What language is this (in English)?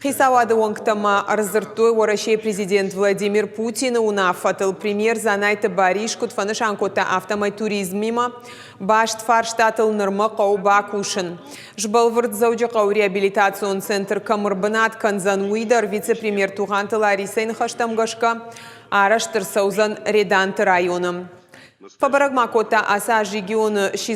Ossetic